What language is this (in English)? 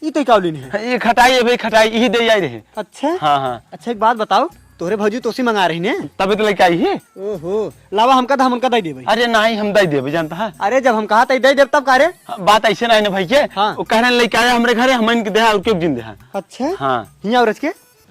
Awadhi